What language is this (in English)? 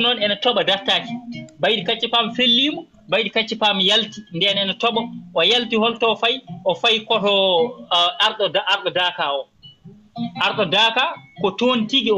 Fula